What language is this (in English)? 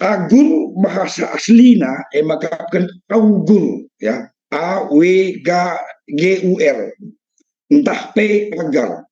Batak Karo